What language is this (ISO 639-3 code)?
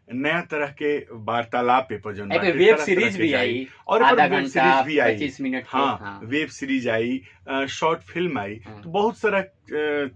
bho